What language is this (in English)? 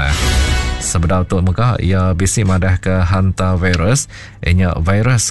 Iban